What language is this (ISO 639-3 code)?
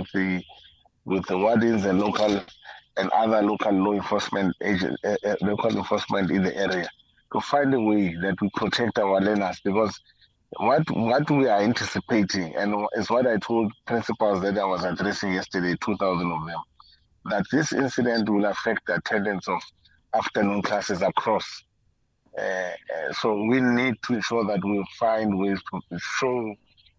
eng